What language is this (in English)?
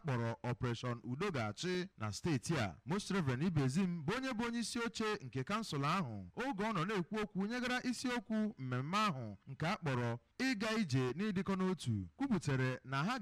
Igbo